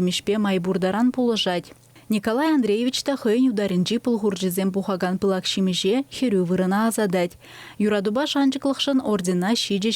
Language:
Chuvash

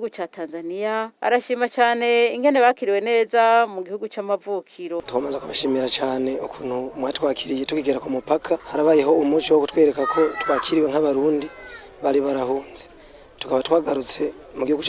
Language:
Rundi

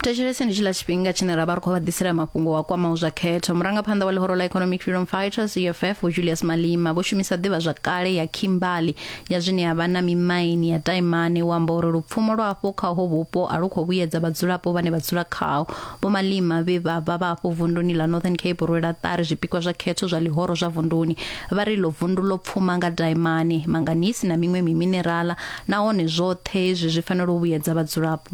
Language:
Venda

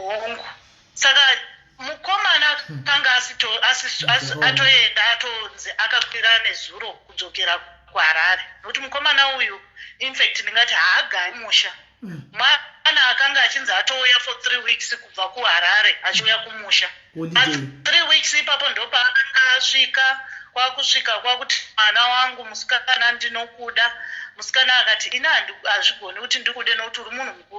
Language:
Shona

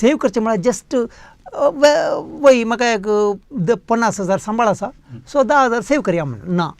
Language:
Konkani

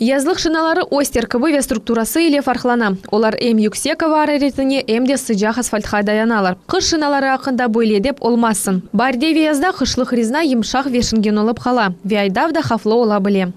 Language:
Crimean Tatar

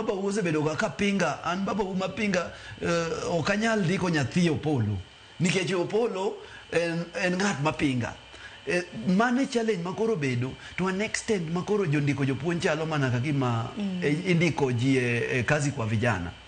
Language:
Luo (Kenya and Tanzania)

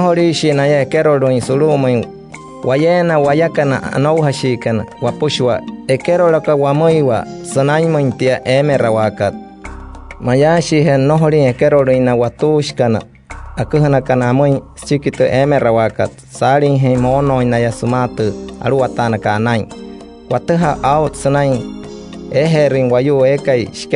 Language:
Wayuu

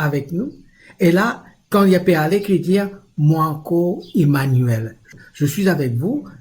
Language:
Morisyen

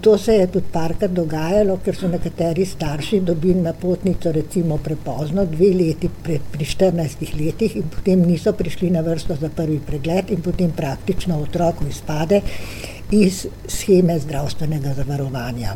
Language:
Slovenian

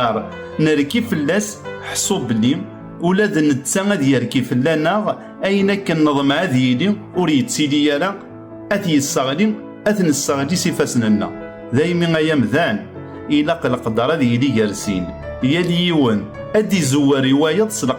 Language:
Kabyle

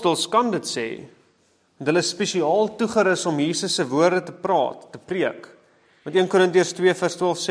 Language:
Afrikaans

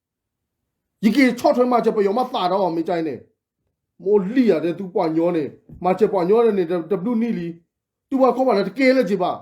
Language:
S'gaw Karen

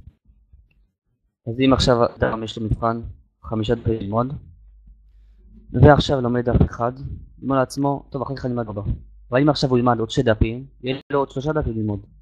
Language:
Hebrew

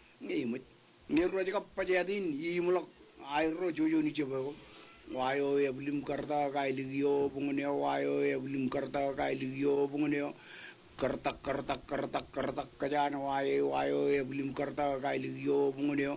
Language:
Marshallese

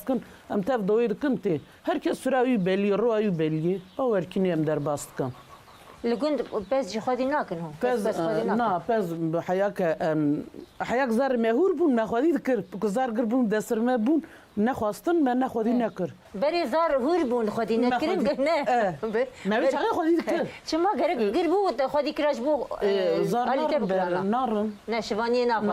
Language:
Kurdish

